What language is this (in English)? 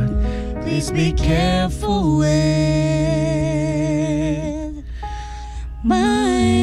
Filipino